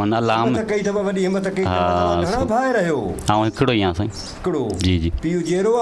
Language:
Sindhi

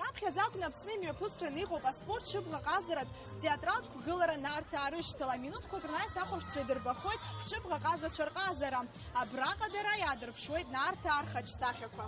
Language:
Abkhazian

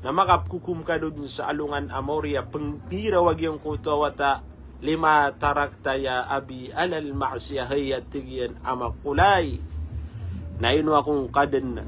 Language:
Maranao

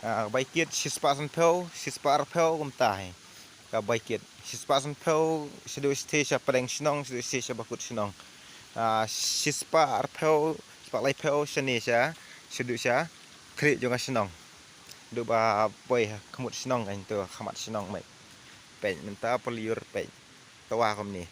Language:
Khasi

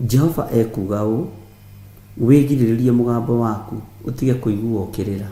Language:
Kikuyu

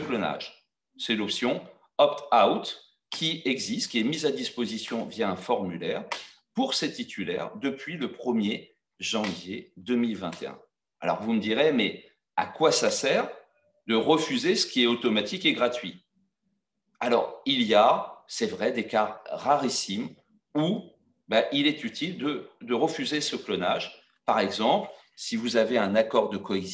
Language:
French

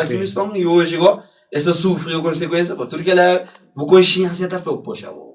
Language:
Kabuverdianu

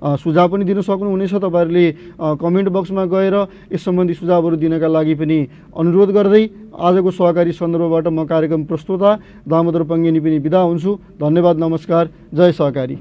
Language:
Nepali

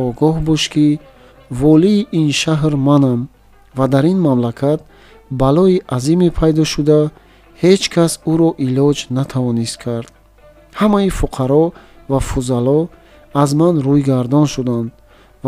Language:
Tajik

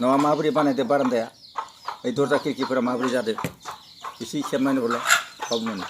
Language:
Bodo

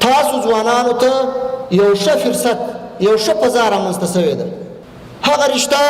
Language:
Pashto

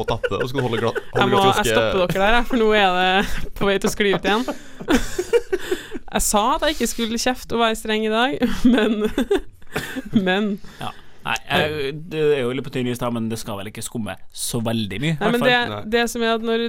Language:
Norwegian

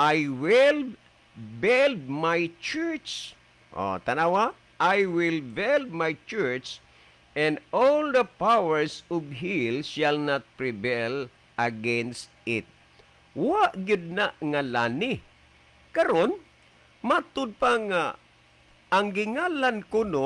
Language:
Cebuano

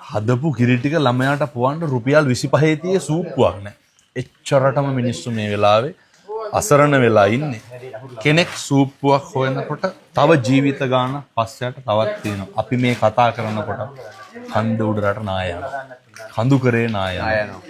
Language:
Sinhala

